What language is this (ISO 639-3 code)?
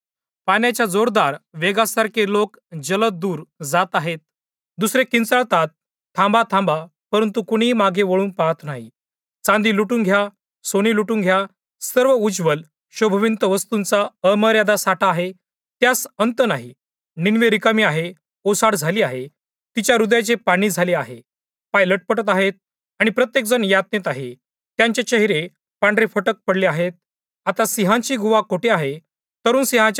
mar